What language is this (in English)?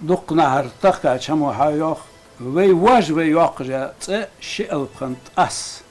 Ingush